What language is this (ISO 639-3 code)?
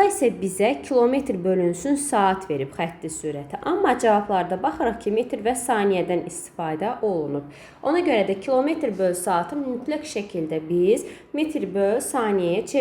aze